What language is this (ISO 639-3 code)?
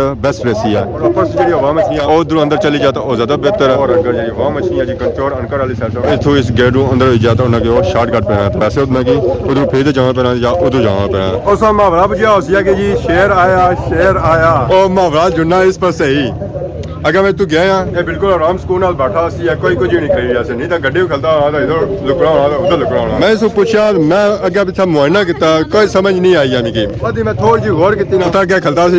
phr